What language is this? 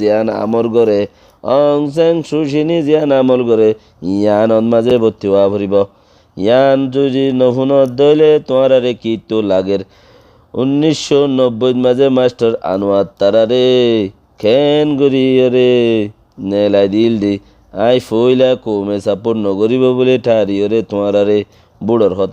Rohingya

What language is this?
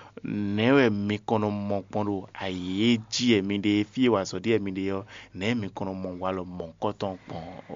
Fon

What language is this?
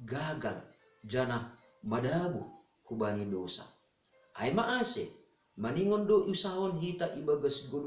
Batak Simalungun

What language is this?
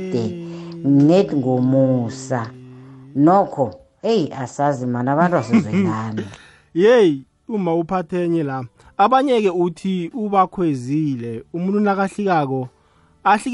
South Ndebele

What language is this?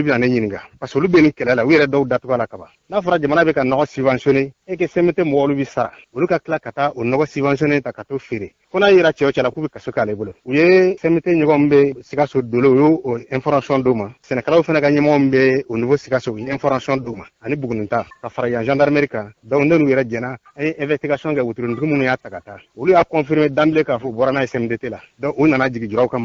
Bambara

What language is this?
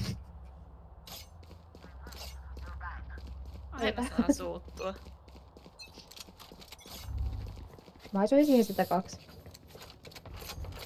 Finnish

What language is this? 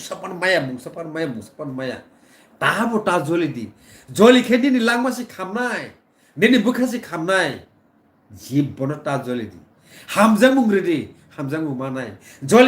Kok Borok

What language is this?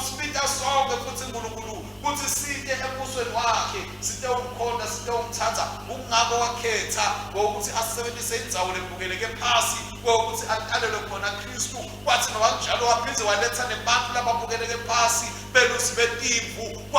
Swati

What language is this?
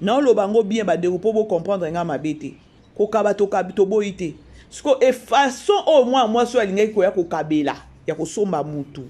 Lingala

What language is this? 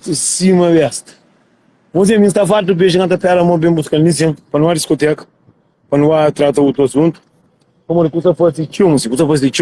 Kabuverdianu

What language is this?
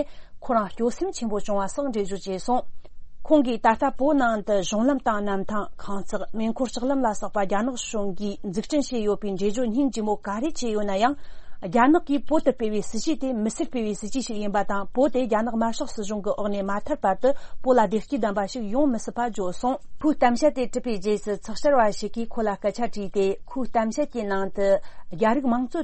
Tibetan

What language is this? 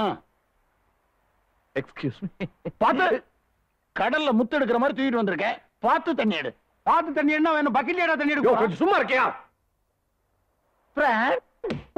Tamil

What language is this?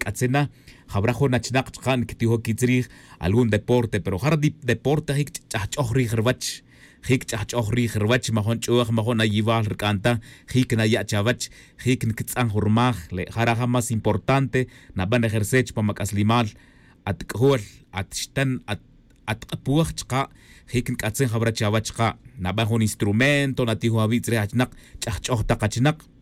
Tz'utujil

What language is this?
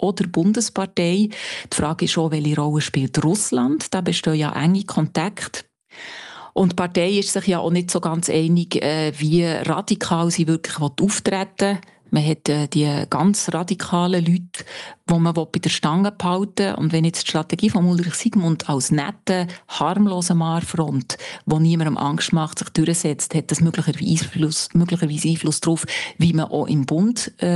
German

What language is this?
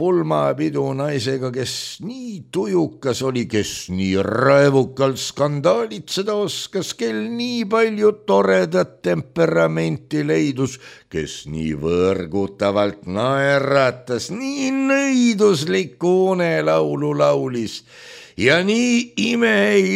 Estonian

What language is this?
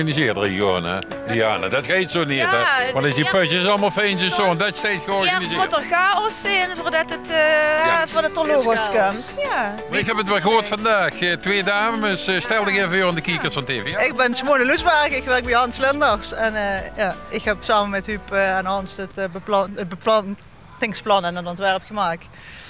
Limburgish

